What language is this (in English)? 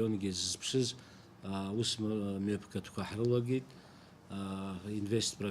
Abkhazian